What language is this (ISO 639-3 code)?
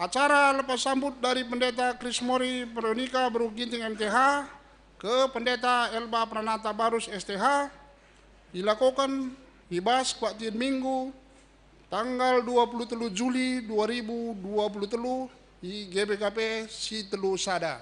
btx